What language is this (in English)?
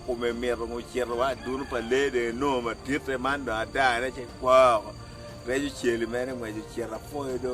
Acoli